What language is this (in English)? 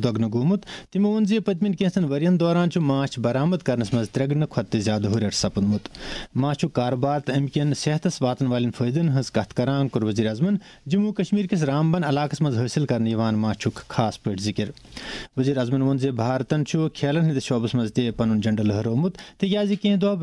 Kashmiri